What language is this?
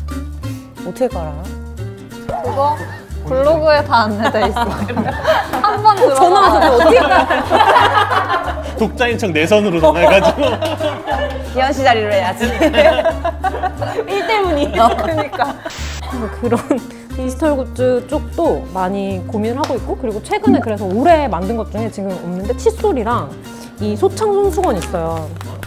Korean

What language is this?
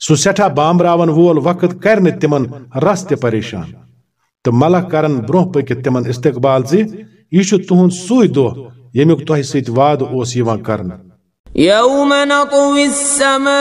Kashmiri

